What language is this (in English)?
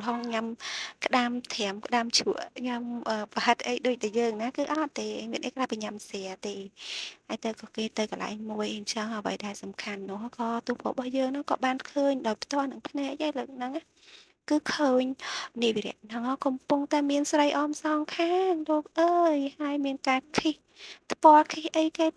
Khmer